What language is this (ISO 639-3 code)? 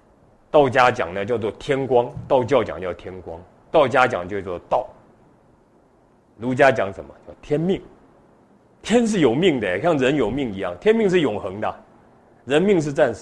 zho